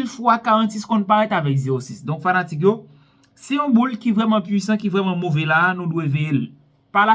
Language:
Haitian Creole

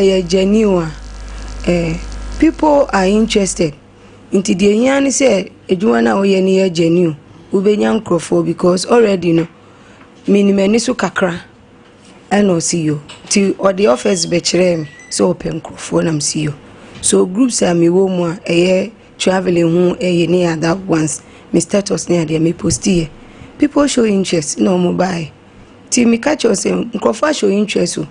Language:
Akan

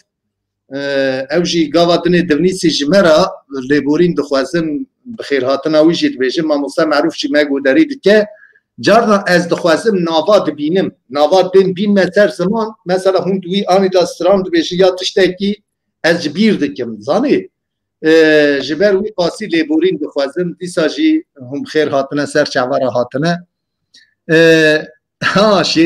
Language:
Kurdish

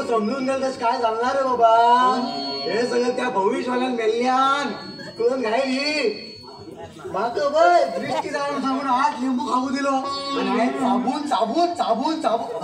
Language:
Konkani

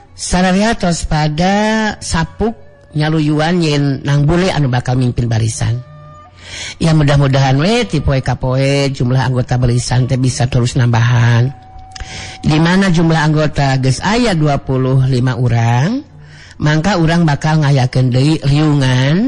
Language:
Sundanese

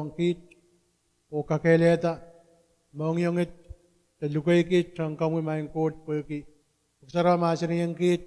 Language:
Pohnpeian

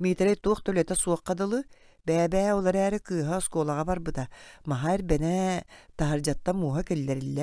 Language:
Yakut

